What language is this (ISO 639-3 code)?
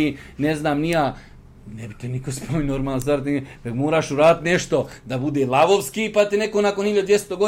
bos